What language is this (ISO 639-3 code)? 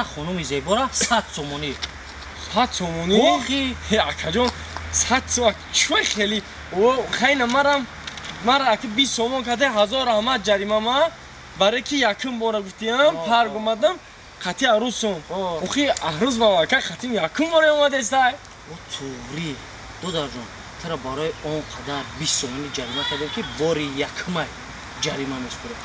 tgk